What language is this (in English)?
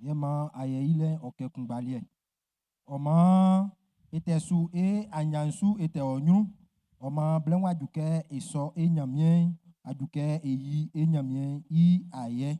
Baoulé